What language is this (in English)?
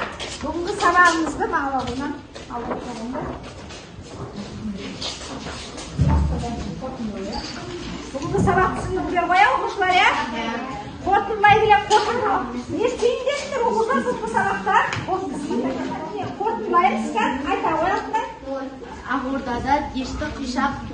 Kazakh